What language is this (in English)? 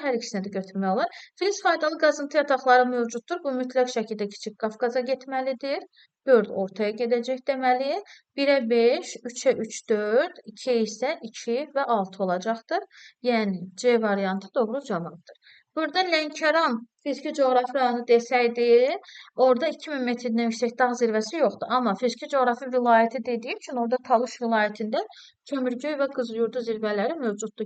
Azerbaijani